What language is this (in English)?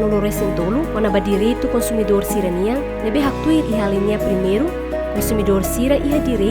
Tetum